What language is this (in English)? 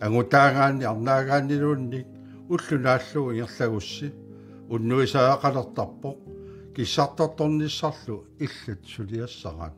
Kalaallisut